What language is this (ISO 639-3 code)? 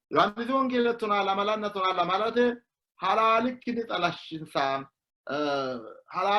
sid